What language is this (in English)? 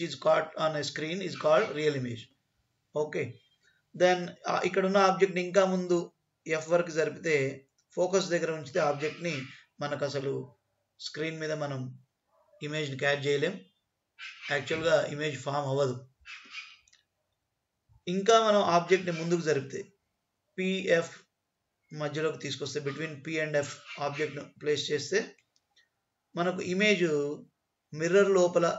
Telugu